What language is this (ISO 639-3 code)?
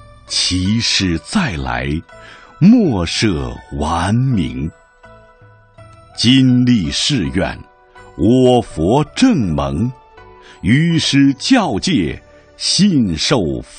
zho